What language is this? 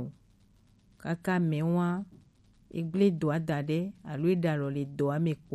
Gen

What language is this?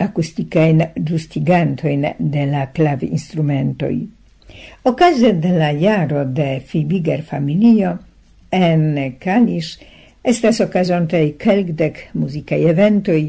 Esperanto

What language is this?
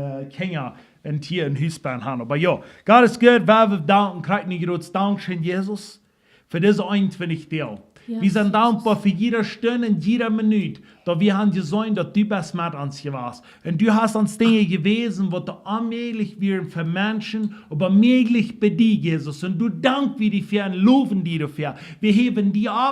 Plautdietsch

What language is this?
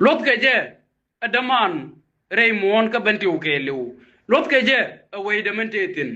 Nuer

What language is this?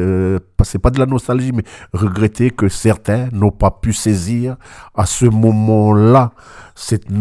French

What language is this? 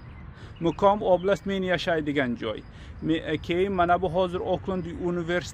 Uzbek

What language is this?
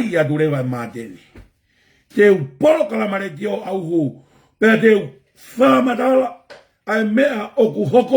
Tongan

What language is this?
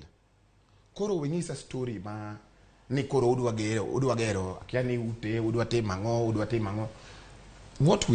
Luo (Kenya and Tanzania)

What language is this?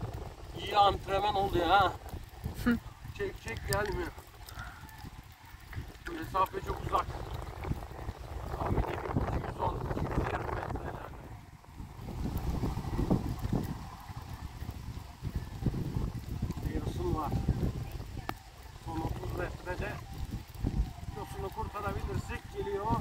Turkish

